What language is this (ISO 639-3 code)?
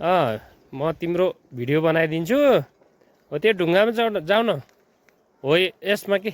nep